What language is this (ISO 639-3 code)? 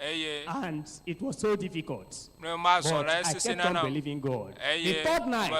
ewe